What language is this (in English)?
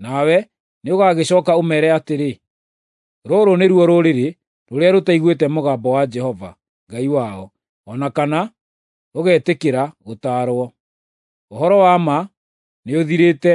Kikuyu